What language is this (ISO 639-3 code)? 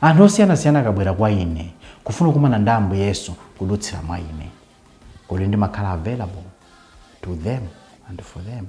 nya